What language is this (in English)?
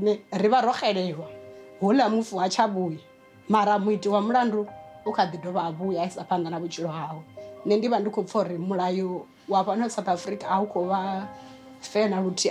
Venda